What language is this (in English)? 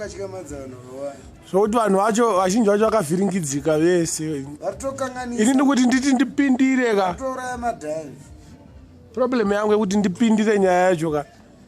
Shona